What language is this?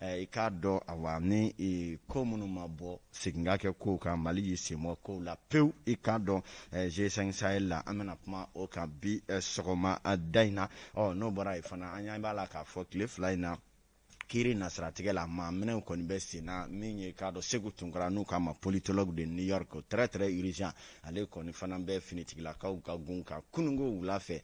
Bambara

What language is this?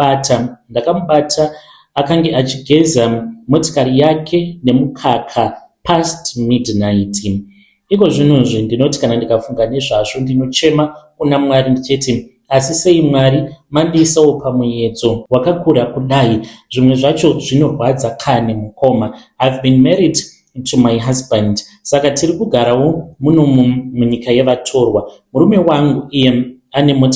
Shona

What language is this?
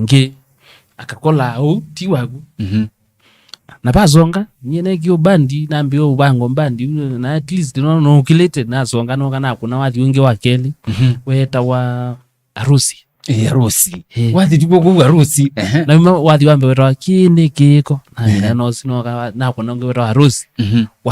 Kamba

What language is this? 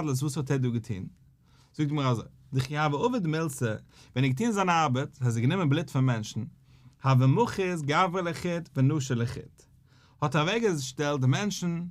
Yiddish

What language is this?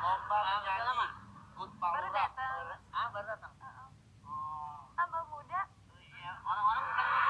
Betawi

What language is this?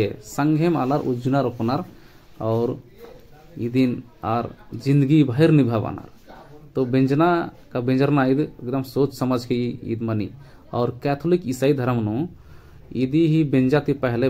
Kurukh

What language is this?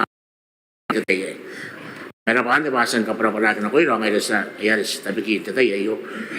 Gilbertese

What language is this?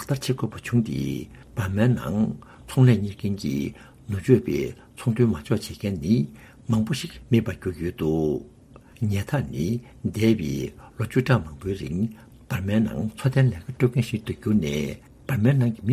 Tibetan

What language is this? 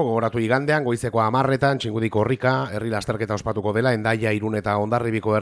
Basque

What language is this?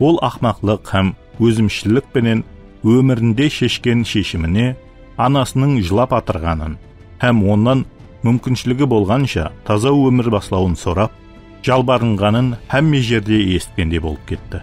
Kara-Kalpak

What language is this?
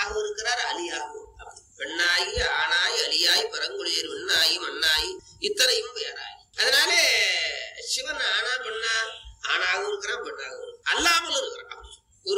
Tamil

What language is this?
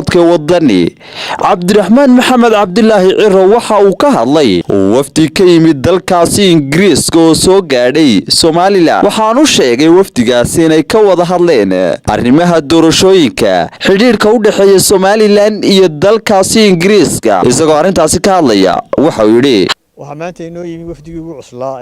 Somali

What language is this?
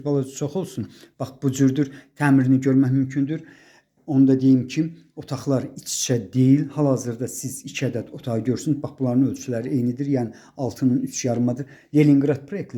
Azerbaijani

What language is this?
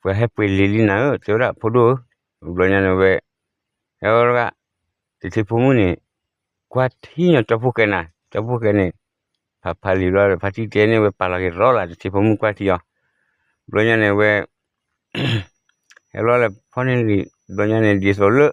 S'gaw Karen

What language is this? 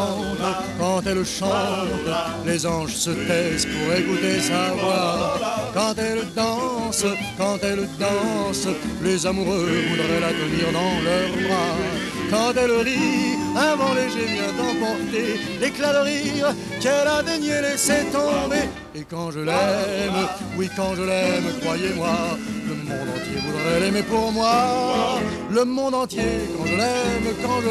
French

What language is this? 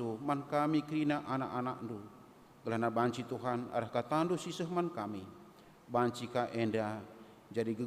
Batak Karo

